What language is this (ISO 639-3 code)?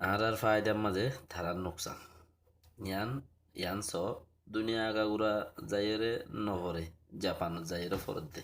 rhg